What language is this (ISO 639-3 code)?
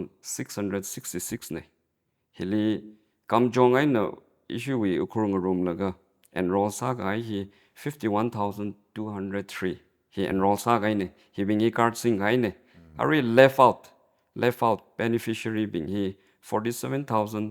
nmf